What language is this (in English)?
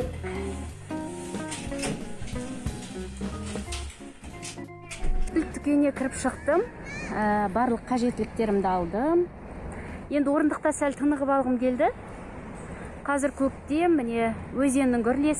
Kazakh